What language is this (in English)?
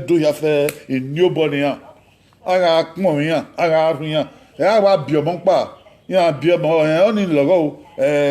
Bini